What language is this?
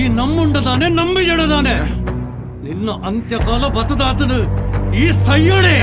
Tulu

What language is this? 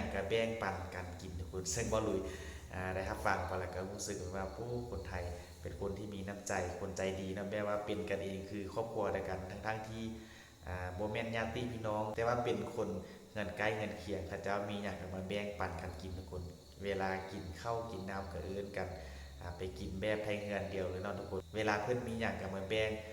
Lao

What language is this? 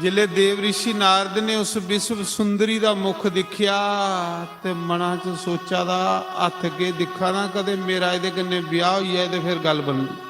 Dogri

